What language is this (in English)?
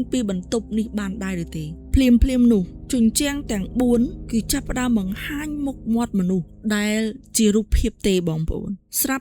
Khmer